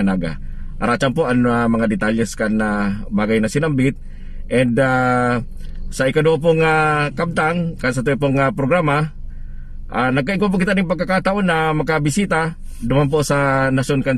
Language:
Bikol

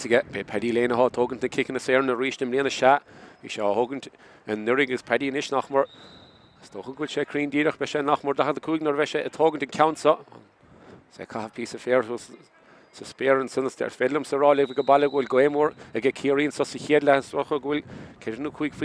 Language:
Irish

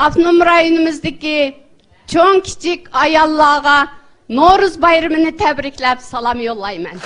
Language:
Uyghur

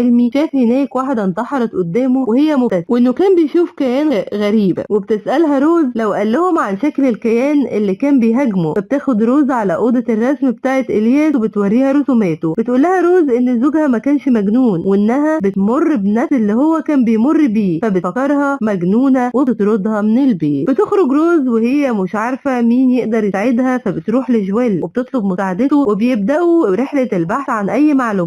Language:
Egyptian Arabic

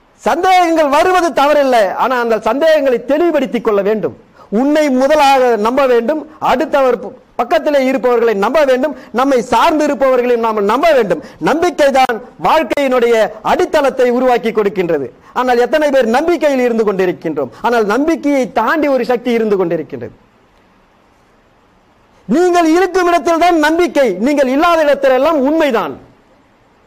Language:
Tamil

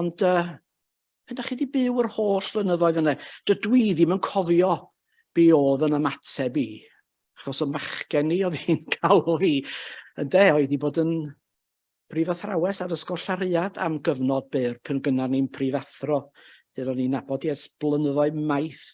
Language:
Welsh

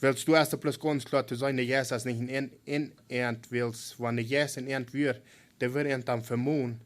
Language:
Plautdietsch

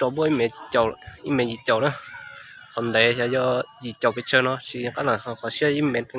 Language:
Hmong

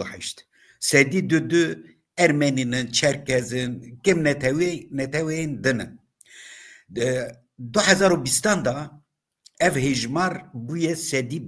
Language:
Kurdish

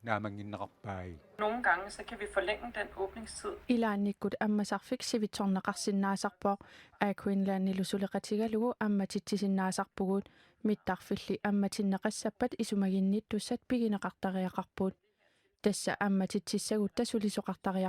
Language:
Kalaallisut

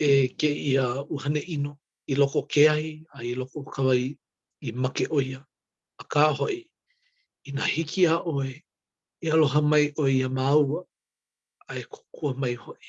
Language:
Hawaiian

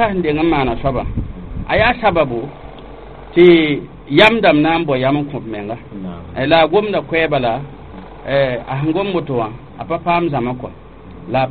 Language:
Mossi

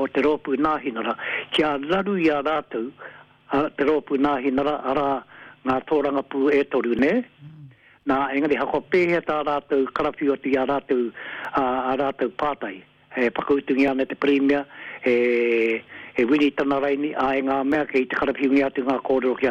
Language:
Māori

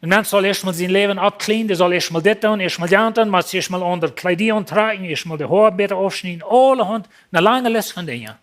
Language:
Plautdietsch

